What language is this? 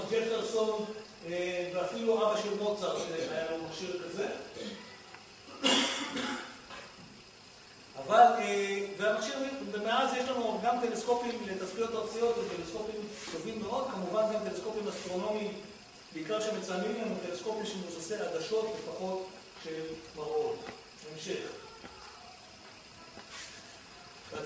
Hebrew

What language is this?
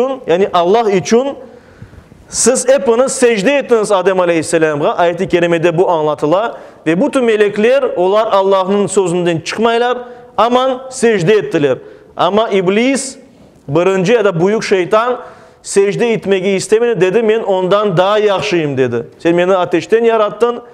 Crimean Tatar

